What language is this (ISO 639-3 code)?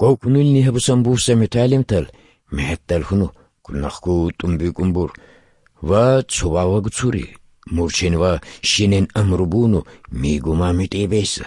ava